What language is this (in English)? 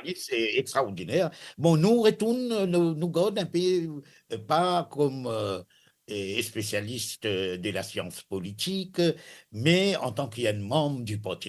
Morisyen